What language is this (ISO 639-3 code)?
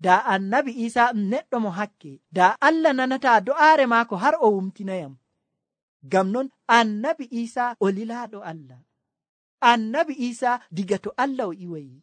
fuv